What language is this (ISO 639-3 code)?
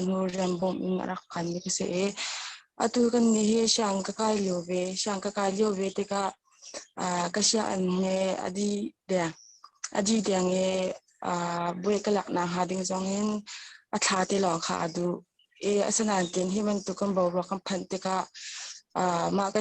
cnh